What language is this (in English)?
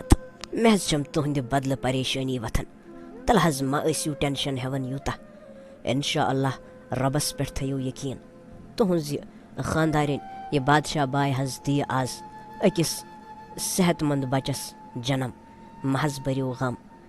Kashmiri